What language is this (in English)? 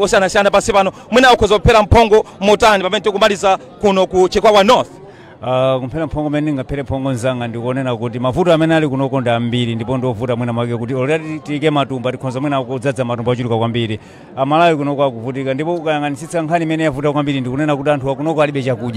Nyanja